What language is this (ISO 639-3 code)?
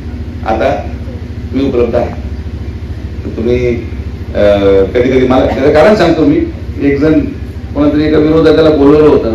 mar